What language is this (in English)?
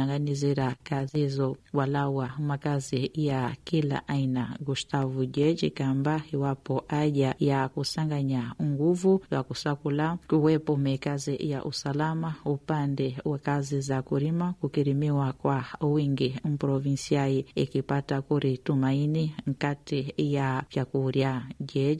Swahili